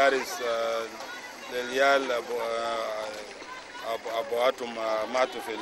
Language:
Sudanese Arabic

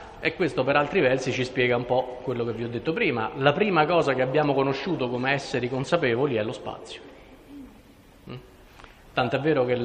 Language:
Italian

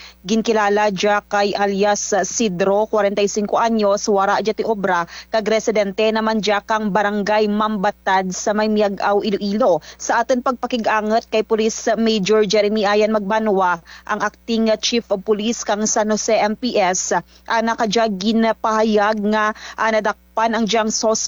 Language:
Kinaray-a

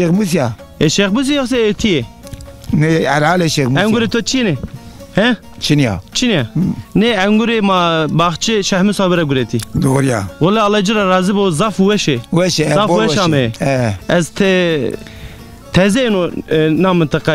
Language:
Zaza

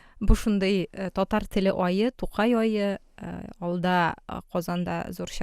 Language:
Tatar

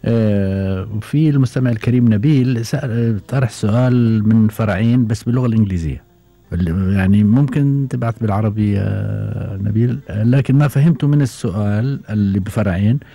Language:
Gulf Arabic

